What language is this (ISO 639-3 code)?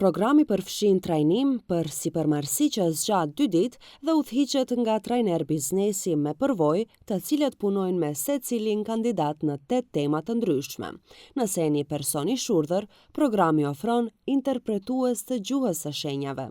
sqi